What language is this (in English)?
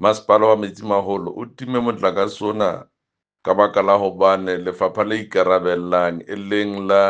Southern Sotho